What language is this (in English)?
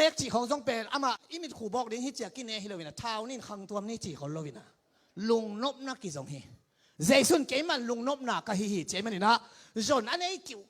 Tedim Chin